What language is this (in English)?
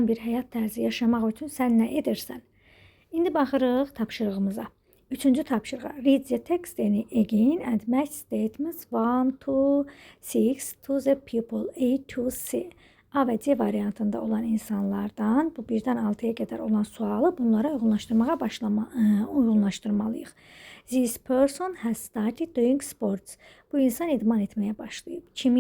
Azerbaijani